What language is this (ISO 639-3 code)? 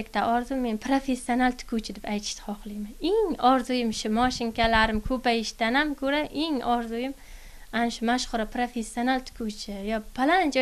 uzb